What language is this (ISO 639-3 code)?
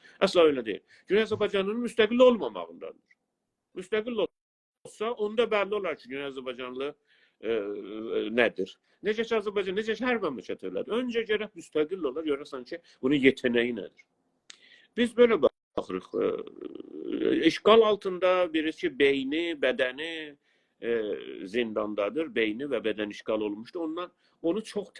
azb